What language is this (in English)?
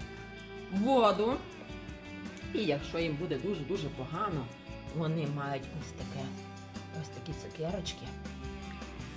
Ukrainian